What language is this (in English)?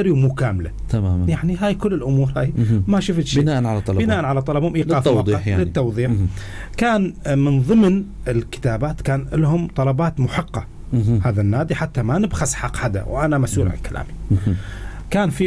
North Levantine Arabic